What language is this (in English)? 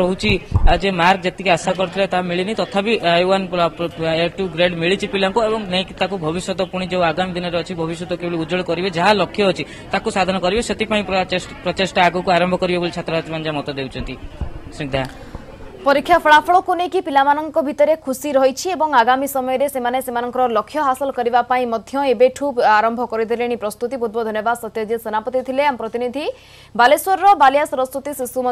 Odia